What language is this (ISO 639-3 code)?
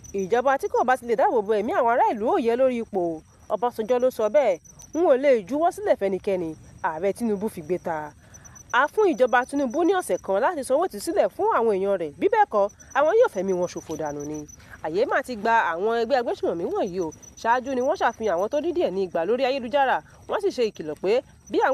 yor